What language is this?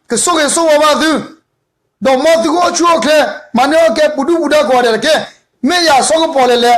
S'gaw Karen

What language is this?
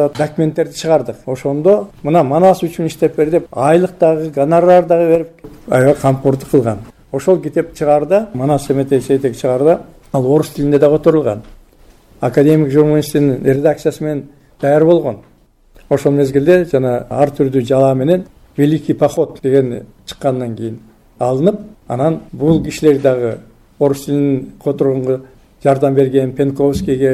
Kyrgyz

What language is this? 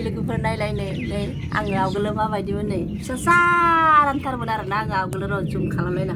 Bodo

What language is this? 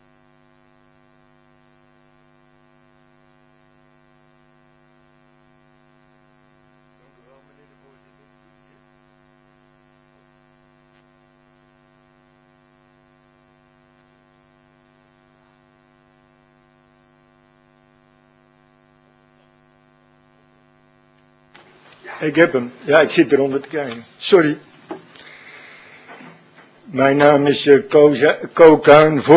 Dutch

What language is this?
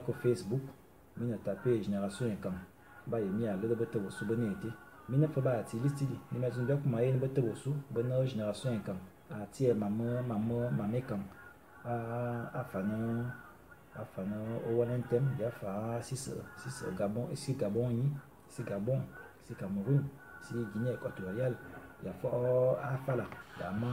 Fang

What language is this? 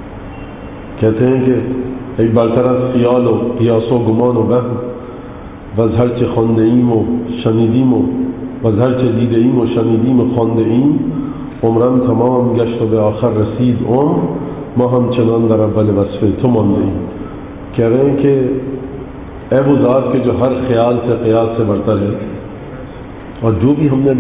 Urdu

